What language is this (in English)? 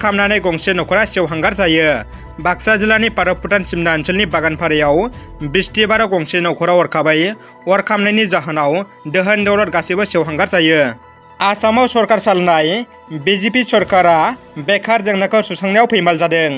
Bodo